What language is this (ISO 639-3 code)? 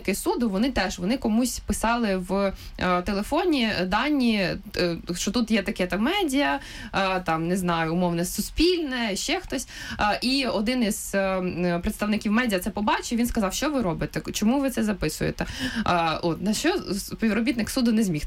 ukr